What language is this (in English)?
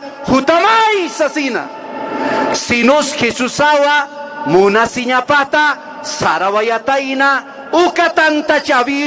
Aymara